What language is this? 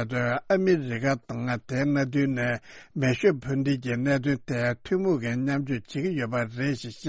Tibetan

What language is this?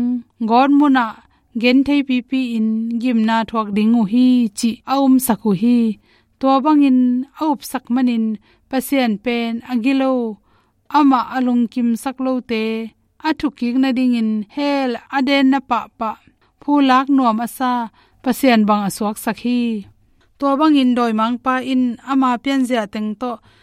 Tedim Chin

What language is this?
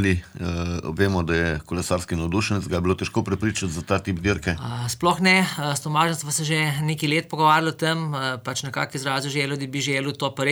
Slovenian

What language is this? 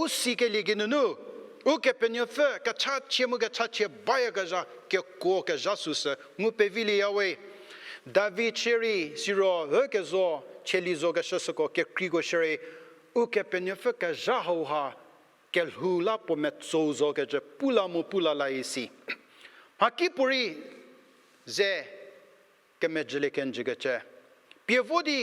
Angami Naga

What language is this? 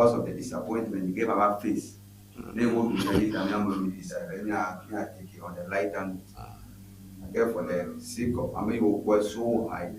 Ewe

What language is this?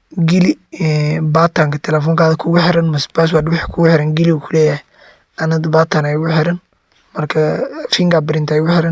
Somali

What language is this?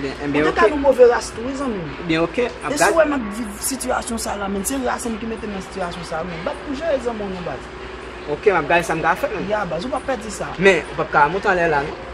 Haitian Creole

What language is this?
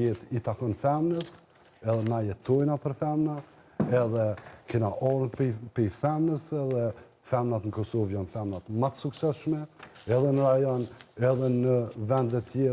Albanian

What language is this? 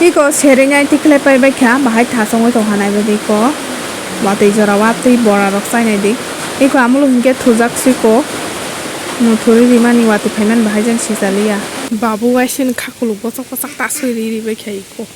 Kok Borok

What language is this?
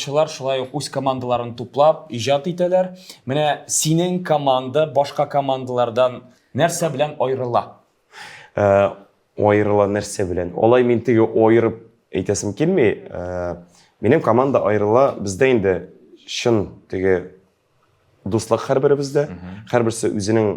Tatar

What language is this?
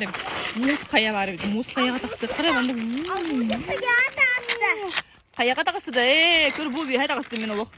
Yakut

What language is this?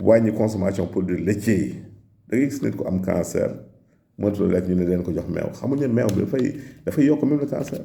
Wolof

